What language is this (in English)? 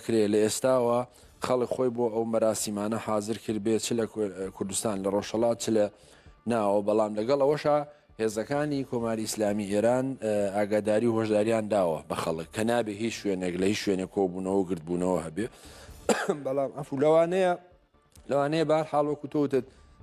Central Kurdish